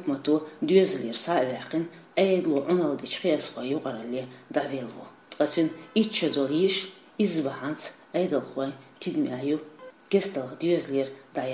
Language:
Chechen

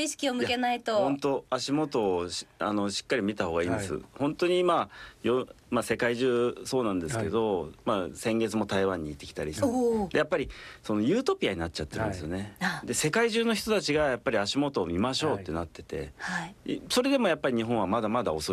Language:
Japanese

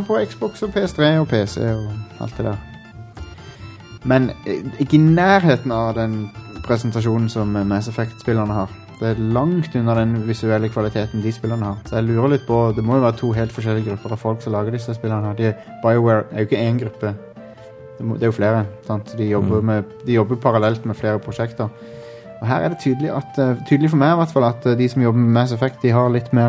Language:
Norwegian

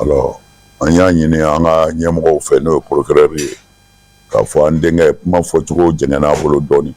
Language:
Bambara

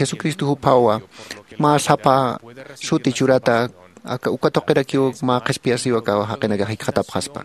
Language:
Aymara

